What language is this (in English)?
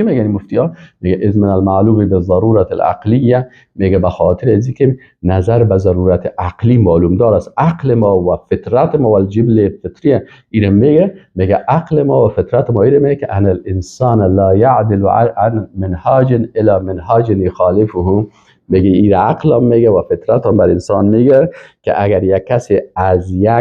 Persian